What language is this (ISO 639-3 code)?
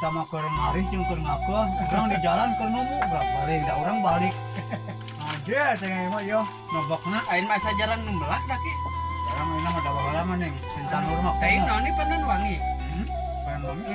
sun